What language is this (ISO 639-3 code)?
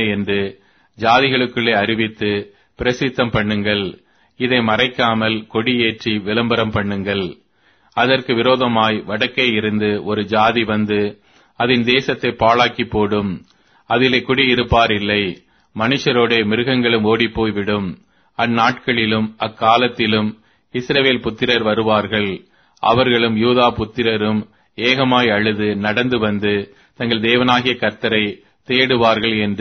tam